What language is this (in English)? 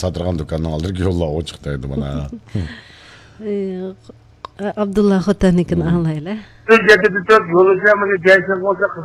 Uyghur